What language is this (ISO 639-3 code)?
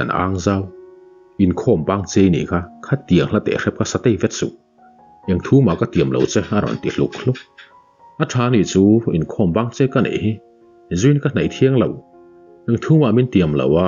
lus